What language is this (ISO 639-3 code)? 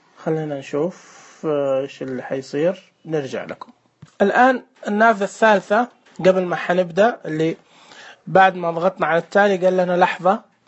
ars